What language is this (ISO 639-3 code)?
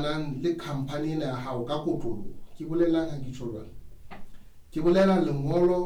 sot